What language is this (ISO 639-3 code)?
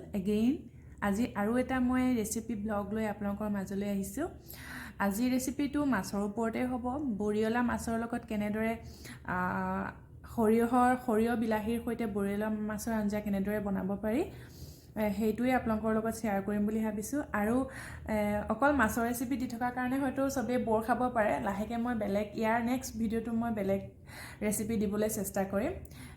asm